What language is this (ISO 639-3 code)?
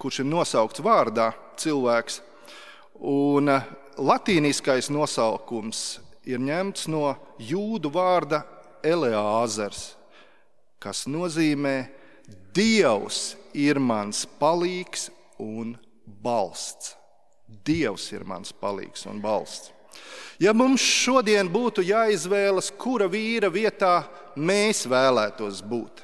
lav